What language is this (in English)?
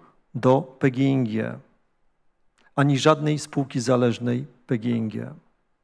Polish